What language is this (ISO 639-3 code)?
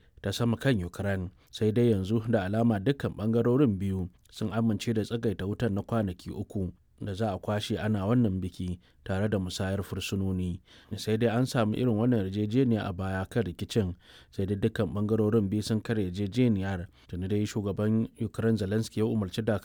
hau